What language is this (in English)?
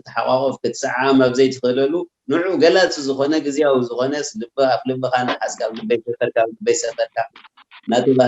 Tigrinya